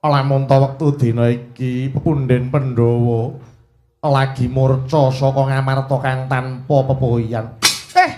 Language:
Javanese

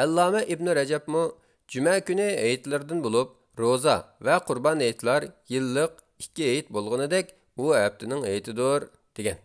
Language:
Uyghur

